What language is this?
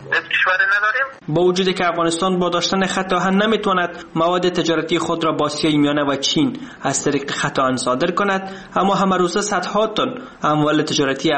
Persian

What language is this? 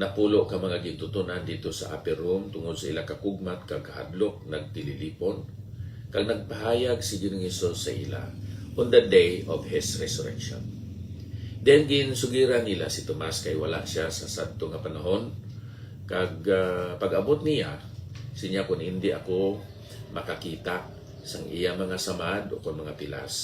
Hiligaynon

